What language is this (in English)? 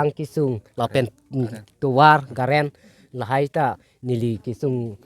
Karbi